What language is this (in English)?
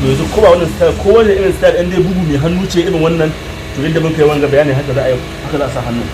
Hausa